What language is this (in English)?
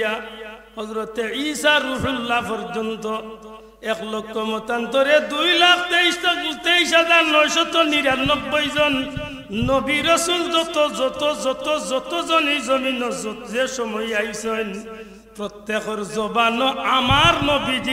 Sylheti